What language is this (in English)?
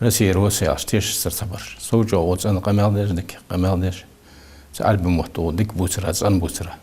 Ingush